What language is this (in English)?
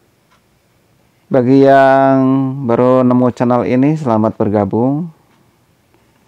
Indonesian